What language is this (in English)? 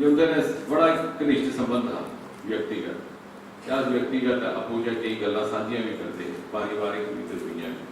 Dogri